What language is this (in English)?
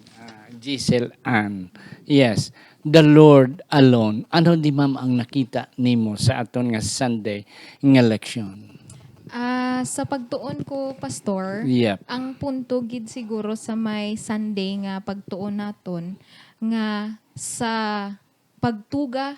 Hiligaynon